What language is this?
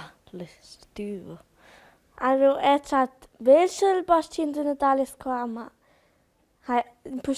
Romansh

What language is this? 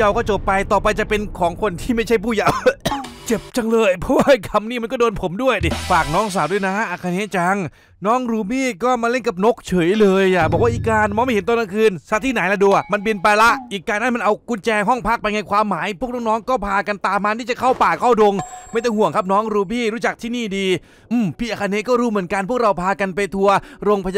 Thai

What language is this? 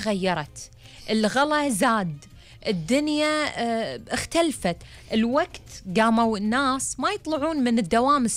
Gulf Arabic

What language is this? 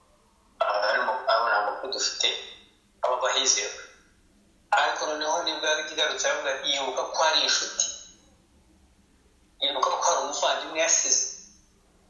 Kinyarwanda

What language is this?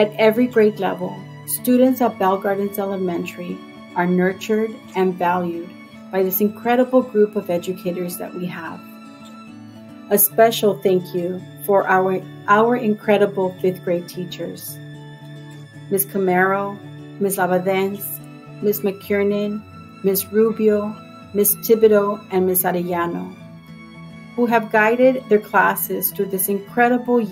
English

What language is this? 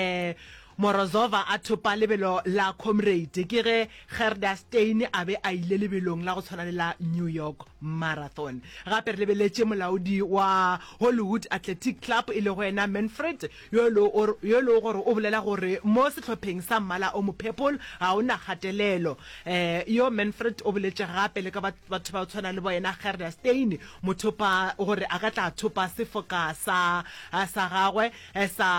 Northern Sotho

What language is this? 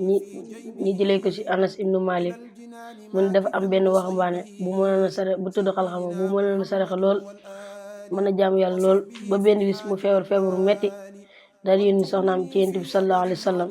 Wolof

